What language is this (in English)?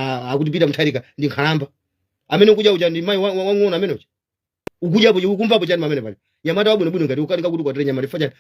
Nyanja